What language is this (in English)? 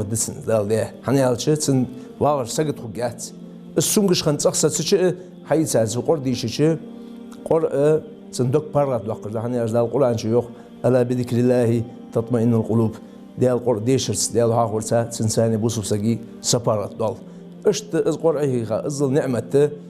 Ingush